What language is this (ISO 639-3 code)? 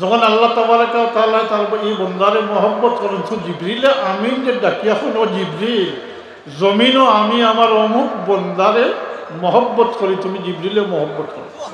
syl